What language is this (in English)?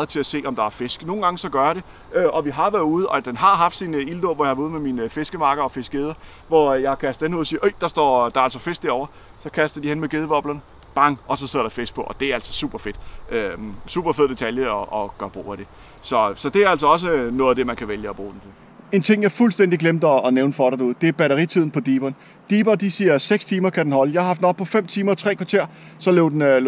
Danish